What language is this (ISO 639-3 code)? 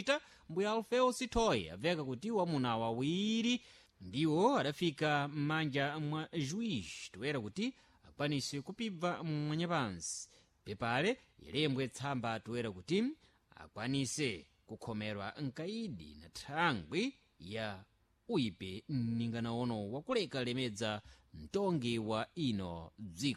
seh